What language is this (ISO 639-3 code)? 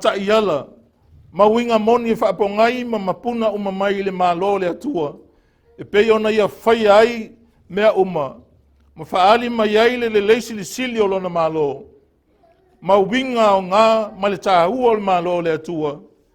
smo